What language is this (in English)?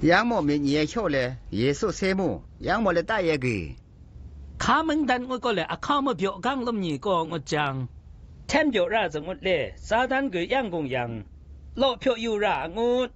Zaiwa